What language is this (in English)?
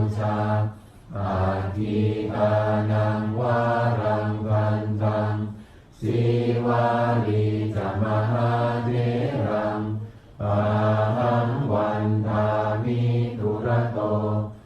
Pali